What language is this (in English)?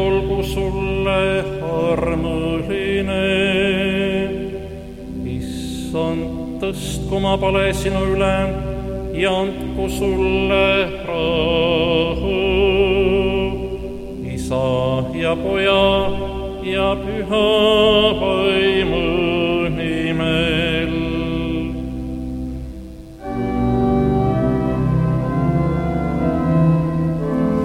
Estonian